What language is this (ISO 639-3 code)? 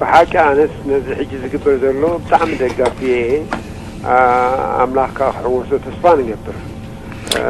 tir